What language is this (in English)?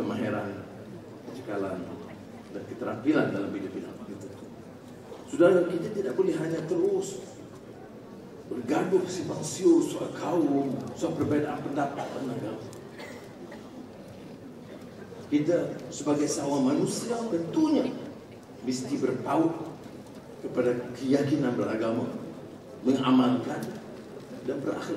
Malay